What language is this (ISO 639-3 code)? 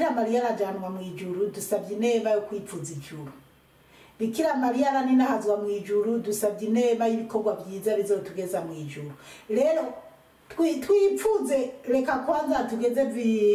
run